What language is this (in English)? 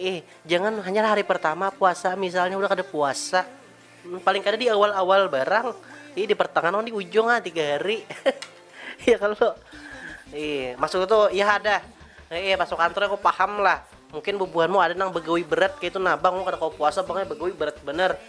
Banjar